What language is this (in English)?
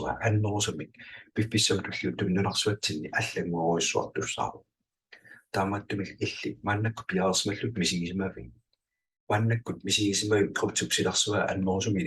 Kalaallisut